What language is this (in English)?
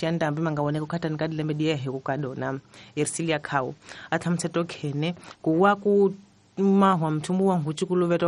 Tsonga